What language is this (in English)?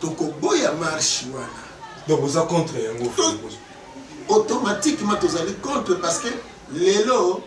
Lingala